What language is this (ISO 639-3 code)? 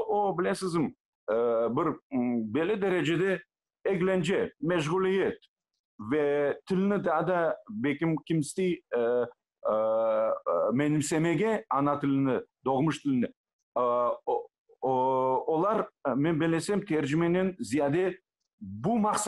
crh